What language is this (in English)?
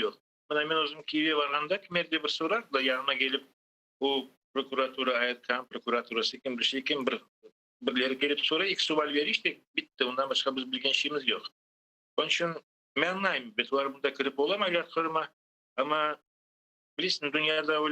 Crimean Tatar